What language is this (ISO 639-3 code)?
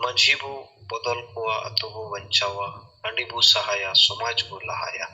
sat